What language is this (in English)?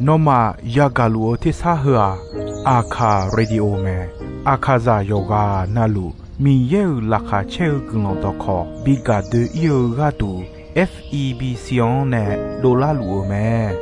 Akha